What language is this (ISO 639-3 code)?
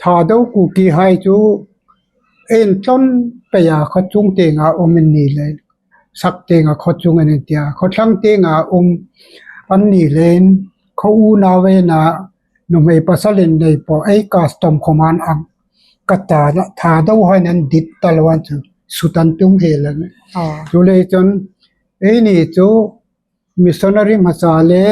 hmr